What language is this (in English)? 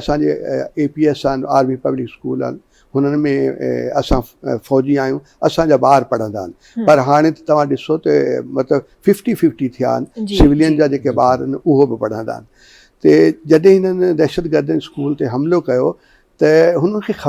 Sindhi